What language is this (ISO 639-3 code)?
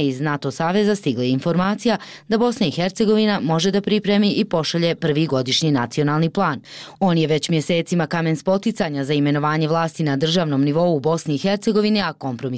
bos